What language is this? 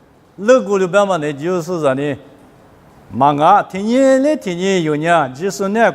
Lisu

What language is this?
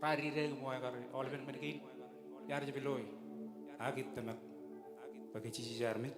Marshallese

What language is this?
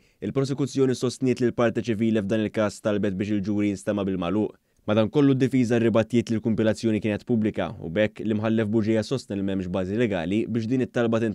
Maltese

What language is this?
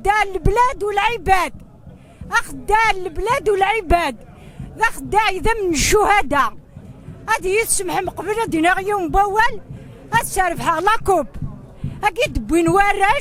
Kabyle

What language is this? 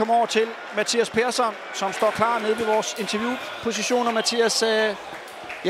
Danish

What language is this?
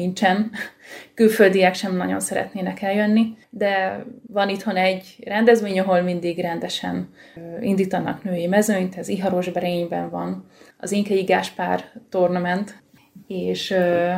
Hungarian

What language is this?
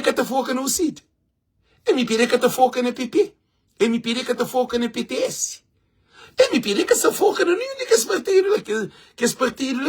Kabuverdianu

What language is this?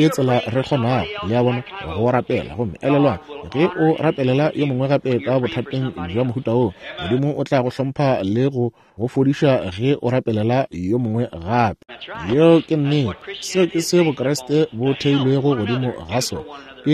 Northern Sotho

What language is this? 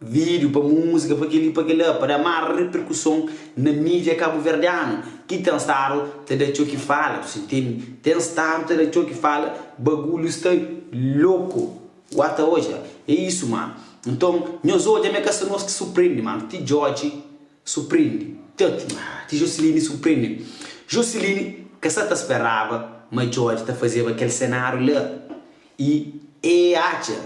Kabuverdianu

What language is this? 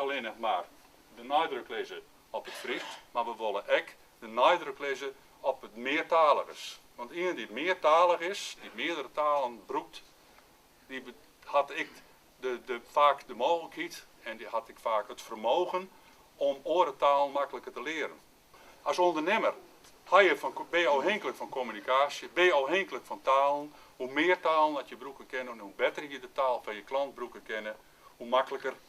Western Frisian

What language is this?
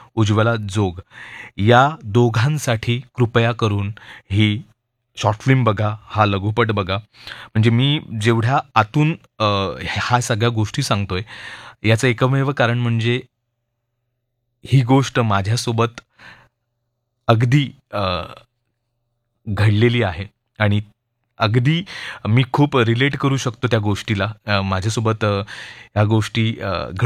Marathi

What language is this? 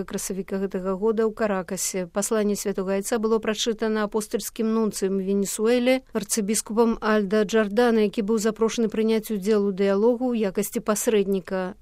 Belarusian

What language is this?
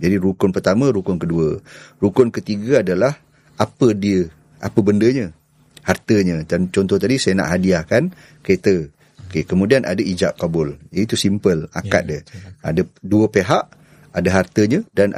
Malay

